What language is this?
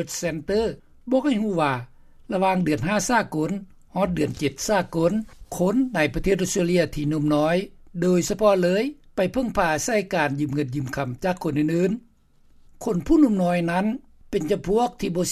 Lao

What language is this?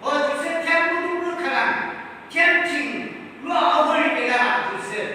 Yimchungru Naga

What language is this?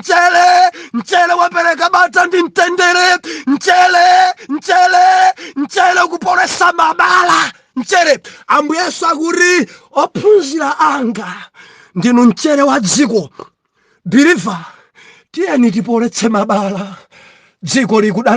Nyanja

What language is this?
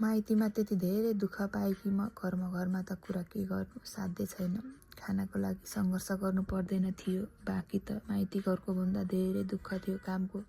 Nepali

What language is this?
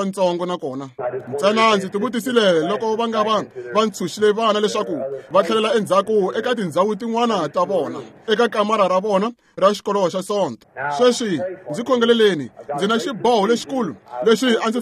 Tsonga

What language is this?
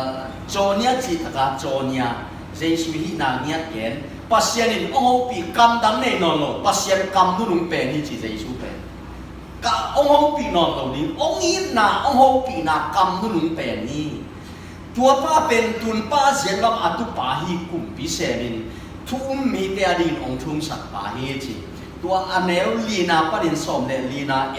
Tedim Chin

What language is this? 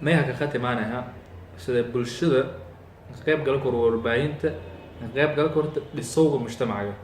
Somali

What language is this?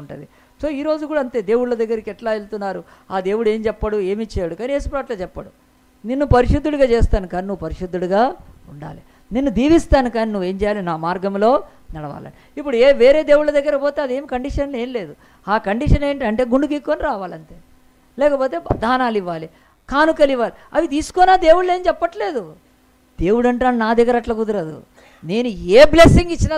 Telugu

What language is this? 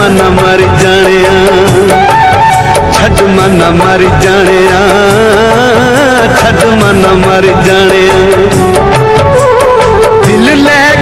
Punjabi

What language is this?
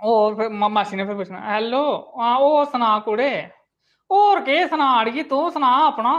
Dogri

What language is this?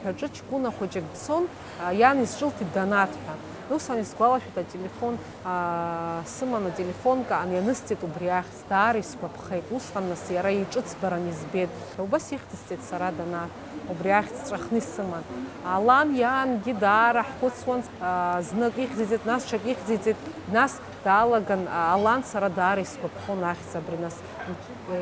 Abkhazian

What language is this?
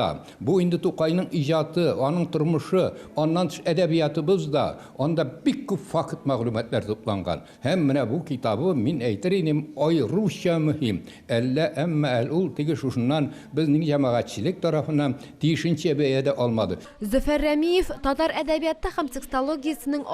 Tatar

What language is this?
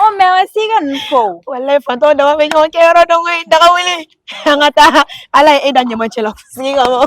Bambara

